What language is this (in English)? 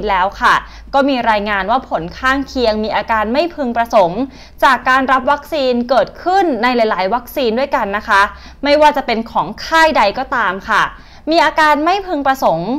Thai